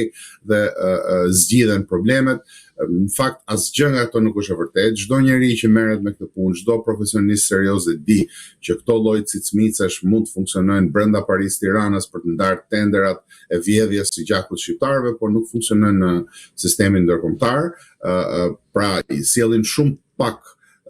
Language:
Albanian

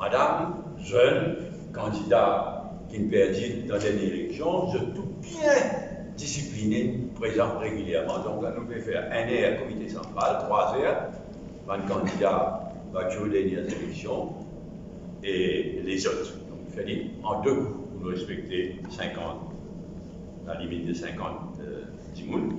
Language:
Morisyen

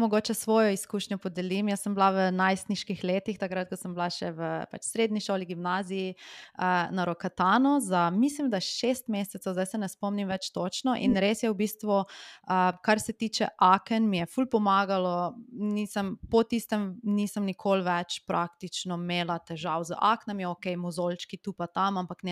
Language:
Slovenian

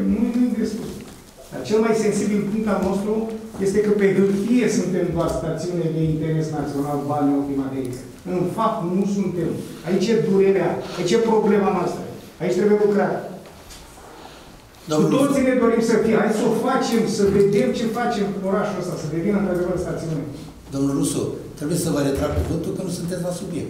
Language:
Romanian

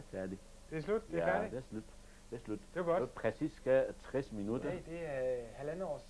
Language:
Danish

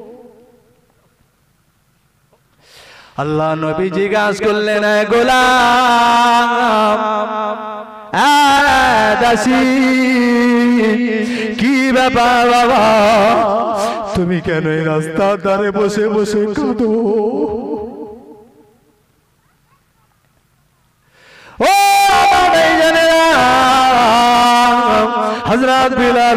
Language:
Bangla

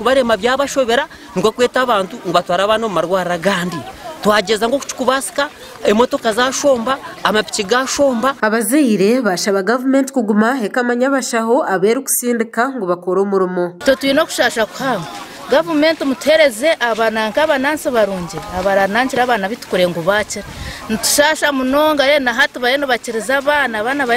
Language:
Nyankole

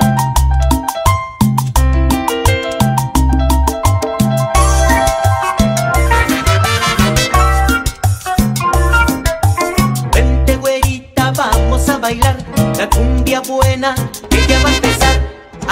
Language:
Spanish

